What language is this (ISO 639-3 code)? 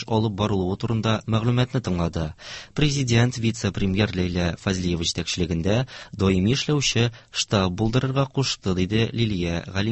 tat